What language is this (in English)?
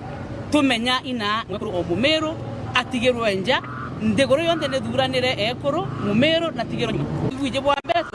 Meru